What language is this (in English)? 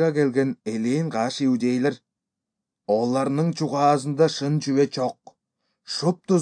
Kyrgyz